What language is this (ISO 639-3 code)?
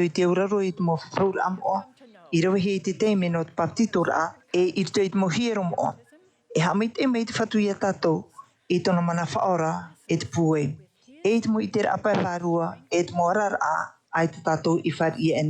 tah